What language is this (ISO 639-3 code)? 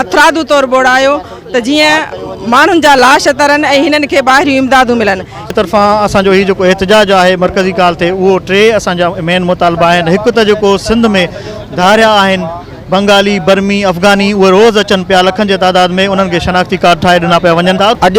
snd